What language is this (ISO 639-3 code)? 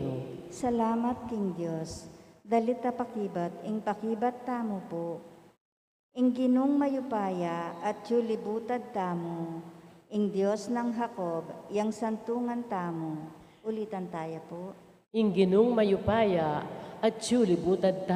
pam